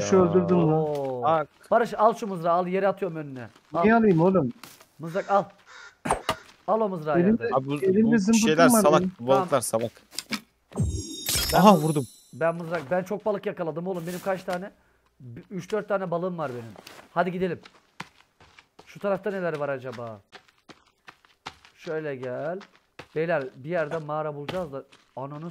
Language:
Turkish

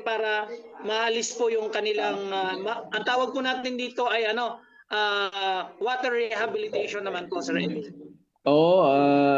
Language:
Filipino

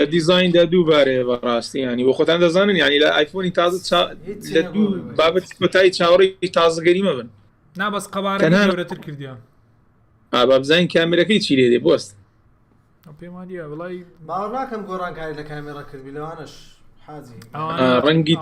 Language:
Central Kurdish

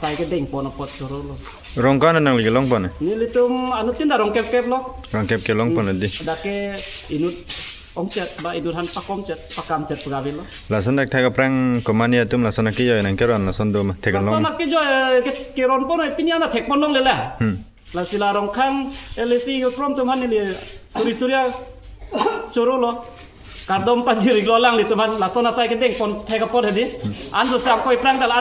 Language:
Karbi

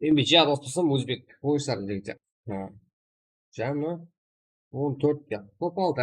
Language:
Kara-Kalpak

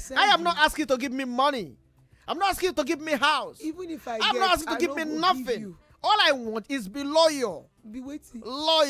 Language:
Nigerian Pidgin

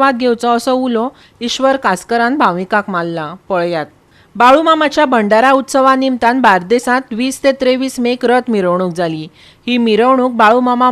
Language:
Konkani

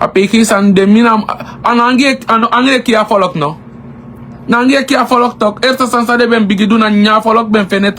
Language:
Sranan Tongo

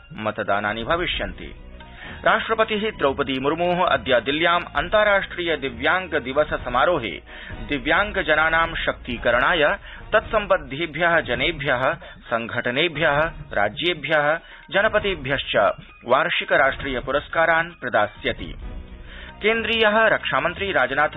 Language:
Sanskrit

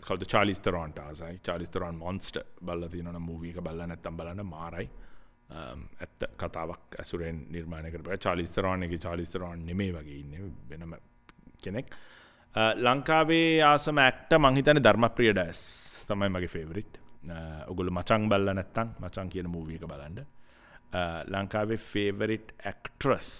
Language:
Sinhala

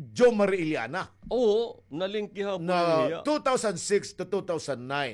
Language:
Waray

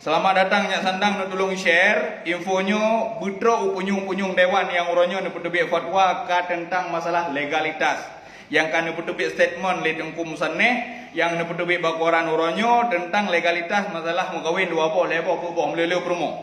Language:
Achinese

